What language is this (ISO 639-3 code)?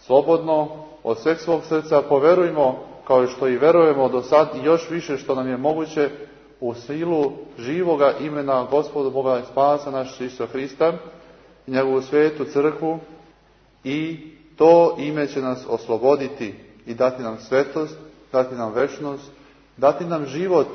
srp